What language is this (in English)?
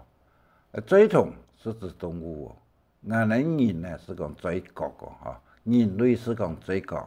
Hakka Chinese